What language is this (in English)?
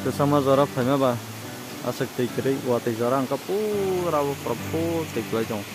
Kok Borok